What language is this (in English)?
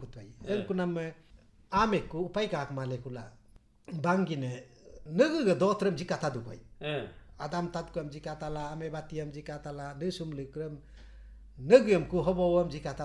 Galo